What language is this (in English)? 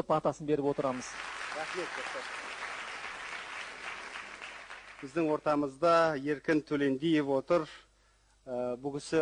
Kazakh